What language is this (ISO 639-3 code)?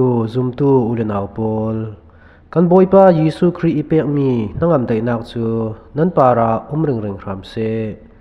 cfm